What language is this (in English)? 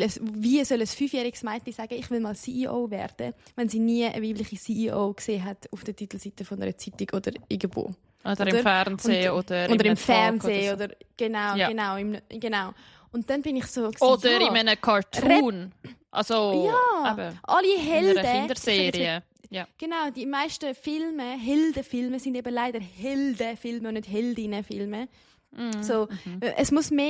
Swiss German